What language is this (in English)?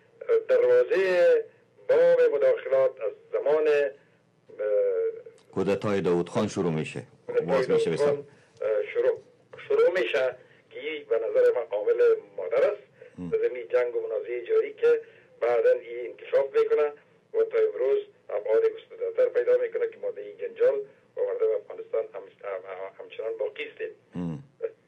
Persian